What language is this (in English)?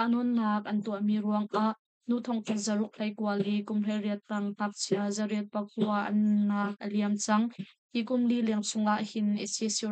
Hakha Chin